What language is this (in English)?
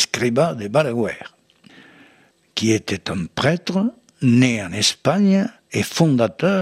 French